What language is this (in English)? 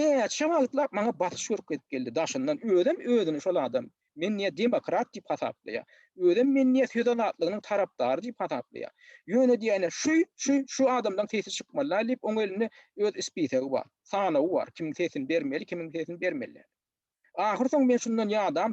Turkmen